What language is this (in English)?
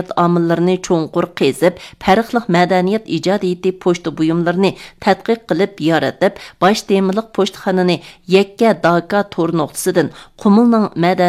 Uyghur